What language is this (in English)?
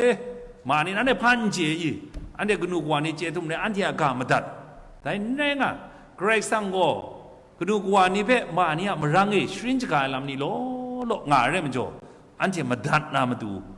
Kachin